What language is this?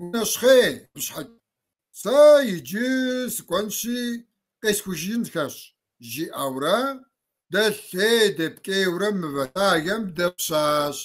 Kabardian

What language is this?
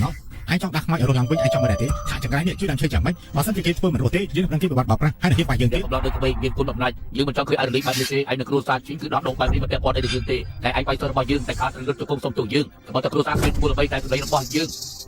Khmer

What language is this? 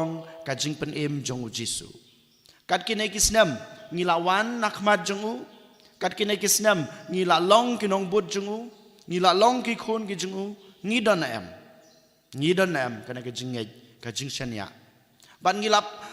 Khasi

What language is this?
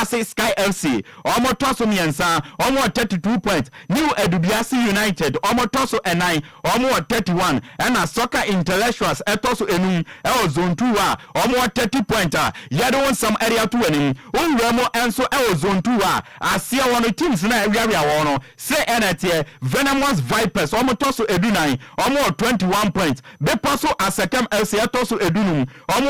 Akan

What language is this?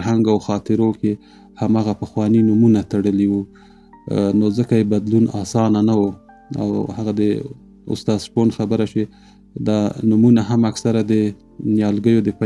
Pashto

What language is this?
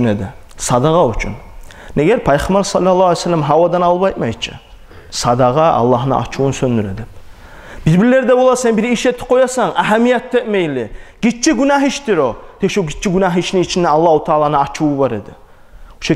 Kumyk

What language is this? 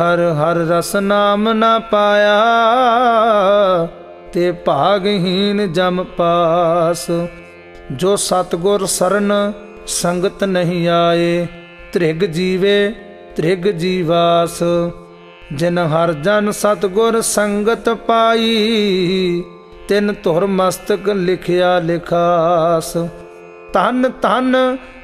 Punjabi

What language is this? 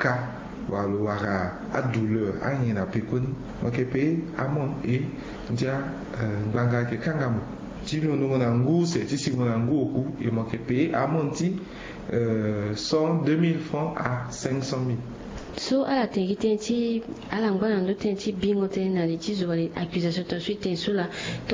Sango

